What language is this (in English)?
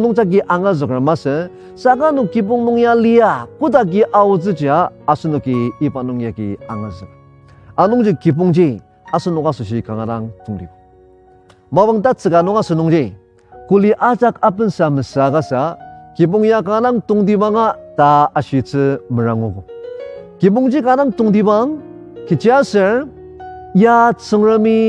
Ao Naga